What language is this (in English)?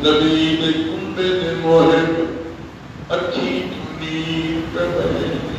Saraiki